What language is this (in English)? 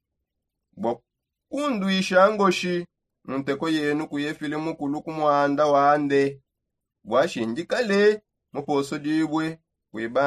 Songe